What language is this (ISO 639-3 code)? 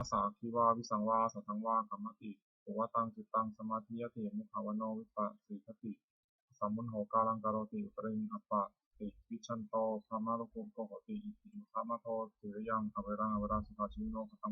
pli